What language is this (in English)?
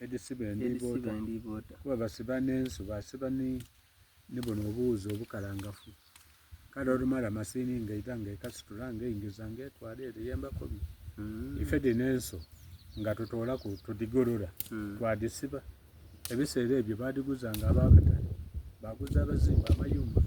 Soga